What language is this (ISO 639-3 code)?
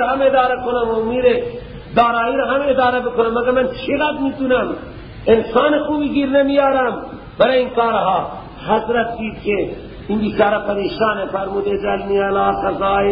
fas